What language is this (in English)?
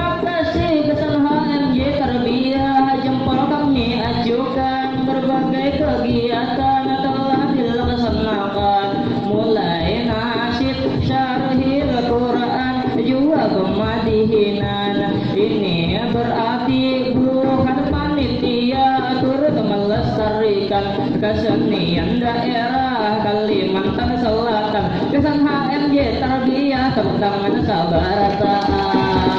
Banjar